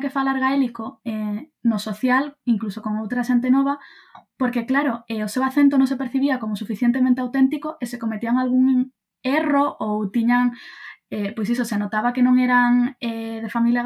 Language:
Galician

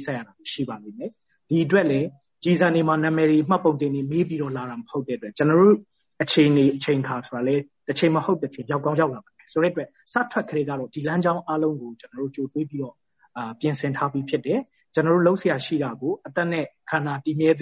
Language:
Burmese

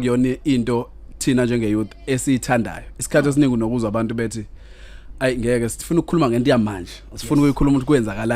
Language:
Zulu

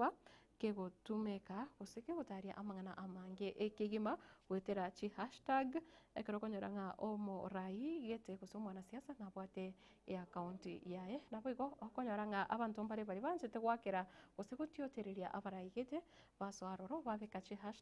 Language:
Gusii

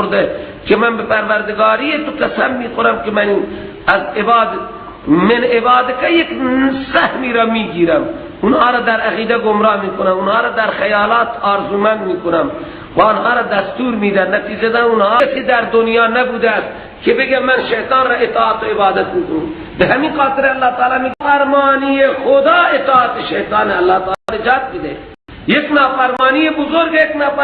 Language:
Persian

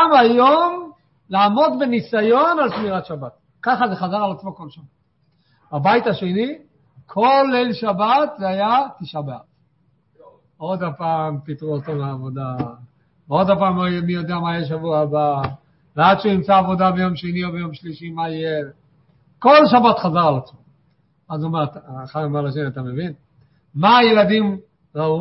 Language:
Hebrew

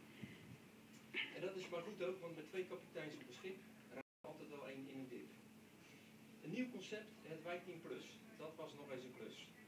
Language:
Dutch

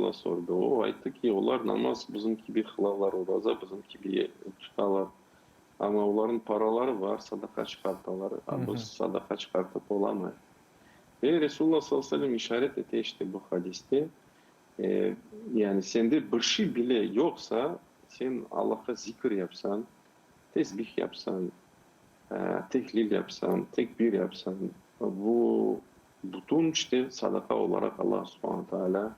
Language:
Crimean Tatar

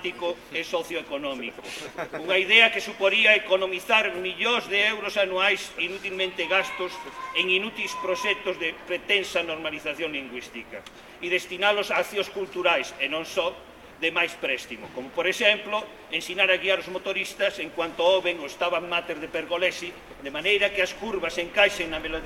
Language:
Galician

